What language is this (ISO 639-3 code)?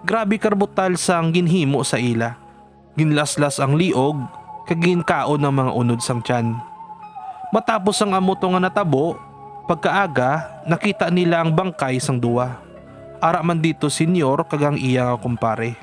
hil